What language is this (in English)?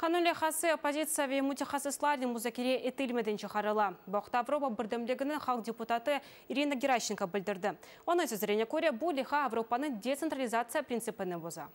Crimean Tatar